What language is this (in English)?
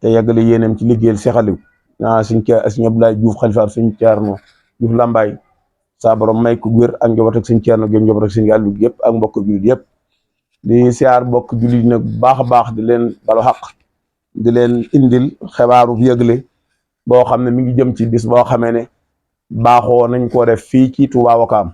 Wolof